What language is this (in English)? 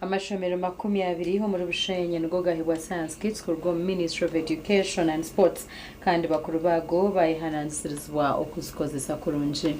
Nyankole